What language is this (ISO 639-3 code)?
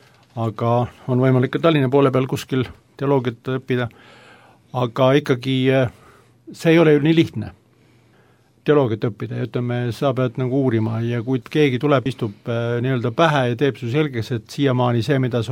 est